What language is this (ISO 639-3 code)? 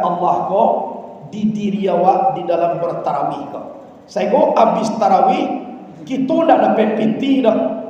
min